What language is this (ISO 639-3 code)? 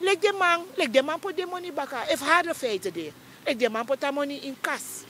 srn